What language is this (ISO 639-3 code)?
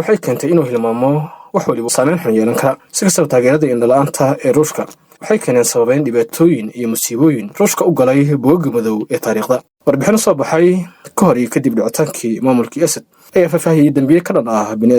som